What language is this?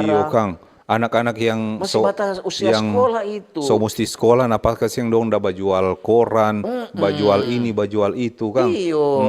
Manado Malay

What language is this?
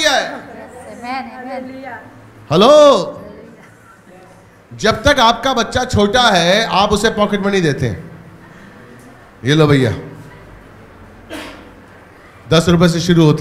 Hindi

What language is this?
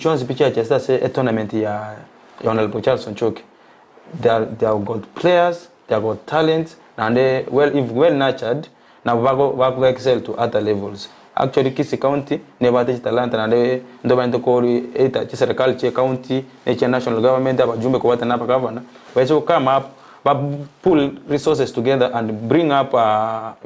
Gusii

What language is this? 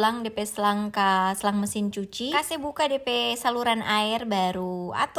Manado Malay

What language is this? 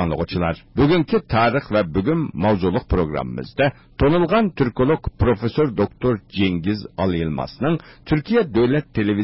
Uyghur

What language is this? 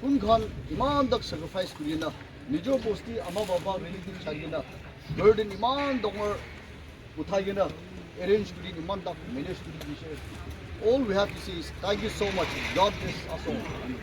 Naga Pidgin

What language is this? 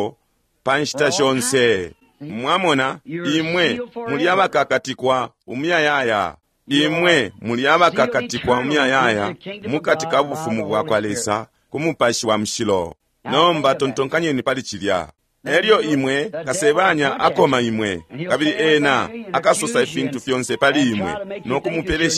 Bemba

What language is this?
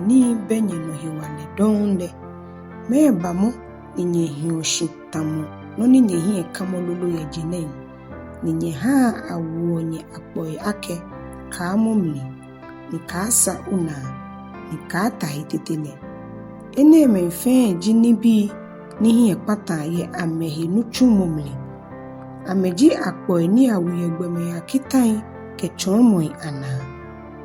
Ga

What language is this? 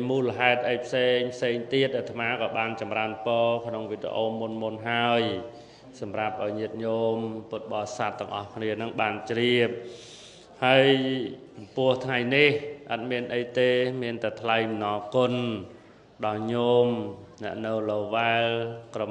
Khmer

